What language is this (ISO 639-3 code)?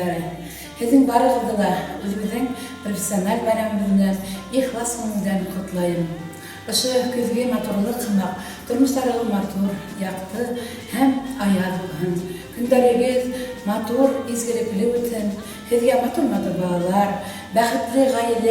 bak